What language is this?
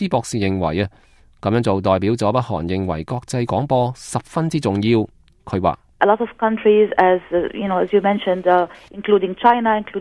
Cantonese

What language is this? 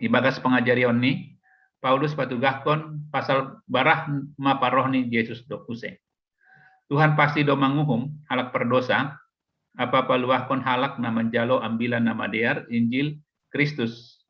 Batak Simalungun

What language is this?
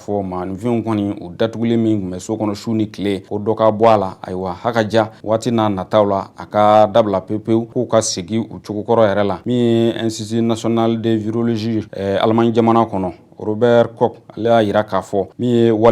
Bambara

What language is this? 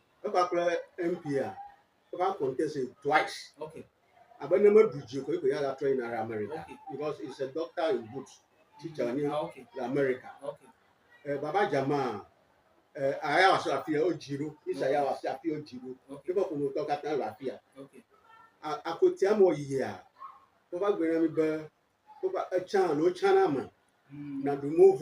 Ewe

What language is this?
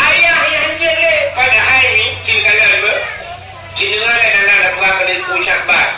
Achinese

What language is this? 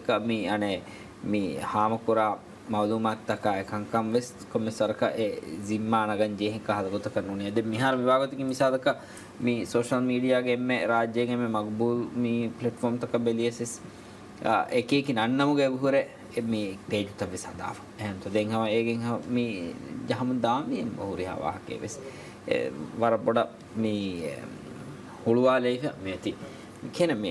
Divehi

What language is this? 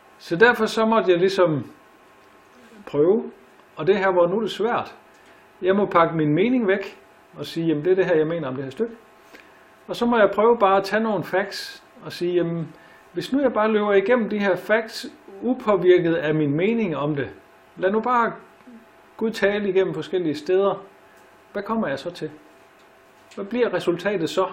Danish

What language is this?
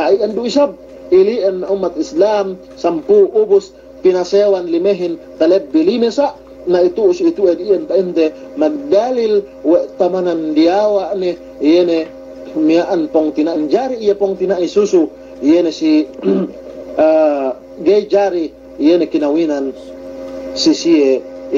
Yakan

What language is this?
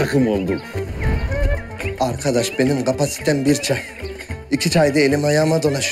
Turkish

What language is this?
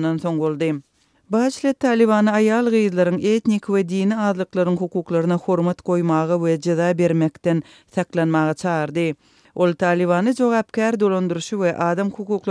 Turkmen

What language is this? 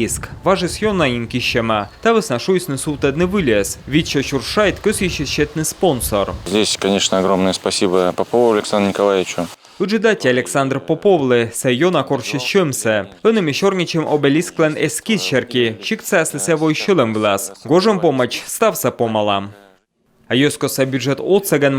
Komi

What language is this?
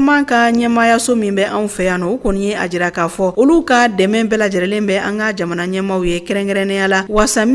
Bambara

